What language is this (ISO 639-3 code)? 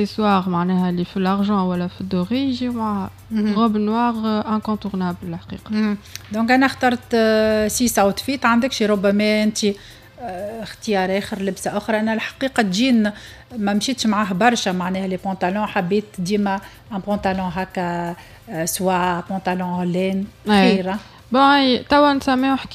aeb